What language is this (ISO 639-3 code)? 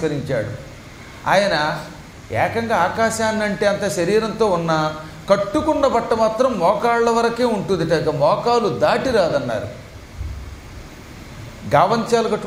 tel